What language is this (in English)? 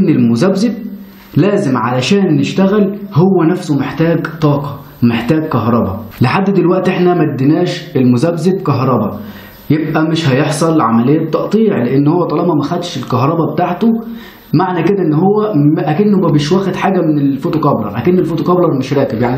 Egyptian Arabic